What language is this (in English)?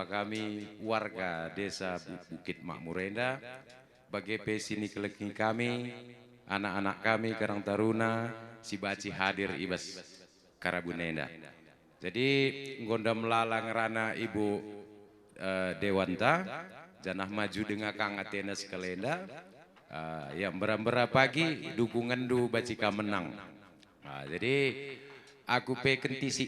Batak Karo